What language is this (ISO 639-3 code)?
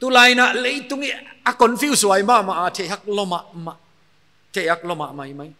pck